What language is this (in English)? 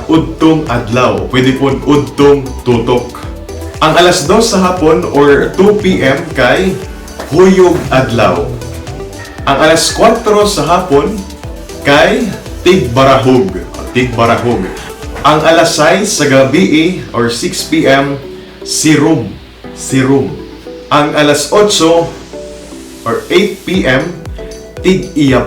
Cebuano